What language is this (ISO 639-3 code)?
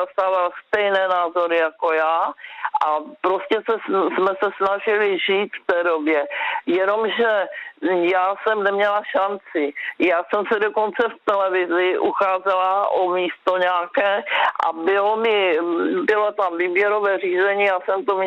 ces